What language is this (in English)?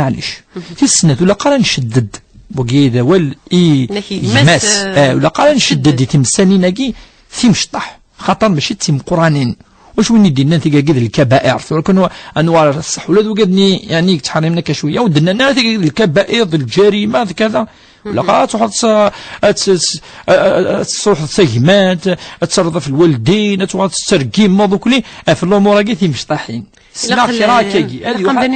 Kabyle